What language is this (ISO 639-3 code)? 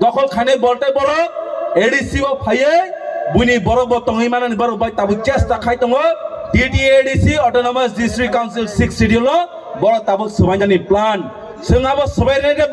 trp